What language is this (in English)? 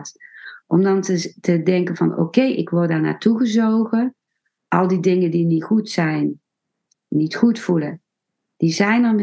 Dutch